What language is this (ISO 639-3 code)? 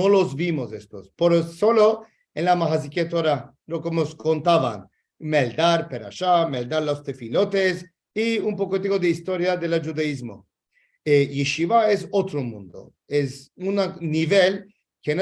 lad